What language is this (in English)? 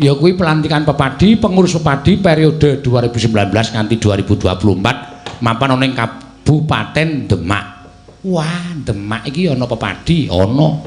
Javanese